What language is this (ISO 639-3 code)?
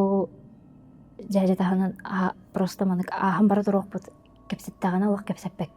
sah